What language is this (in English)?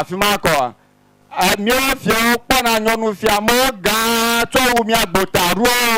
Ewe